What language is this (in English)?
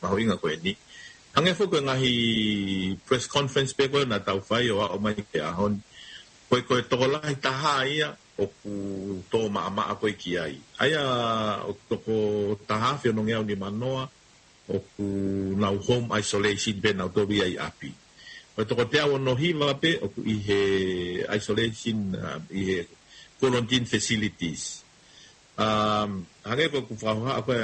Tongan